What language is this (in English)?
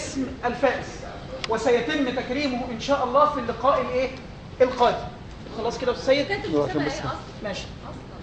Egyptian Arabic